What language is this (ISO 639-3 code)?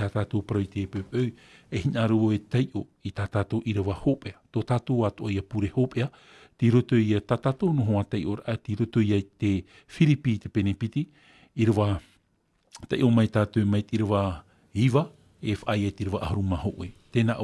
tah